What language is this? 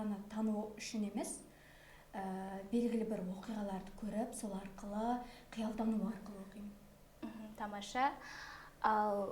Kazakh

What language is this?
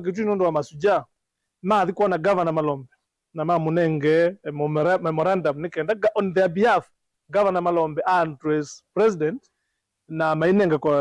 Kamba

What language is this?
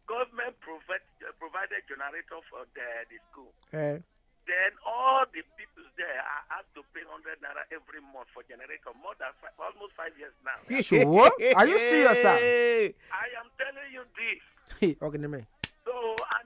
Nigerian Pidgin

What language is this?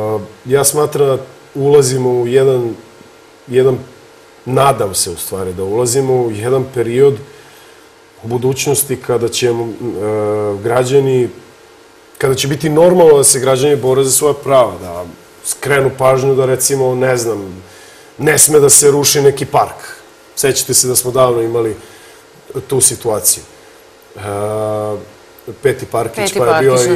Serbian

